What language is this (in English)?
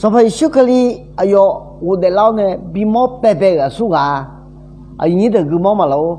Akha